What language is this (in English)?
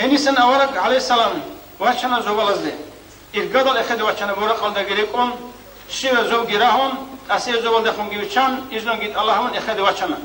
Avaric